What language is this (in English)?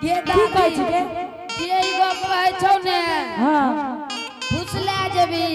Angika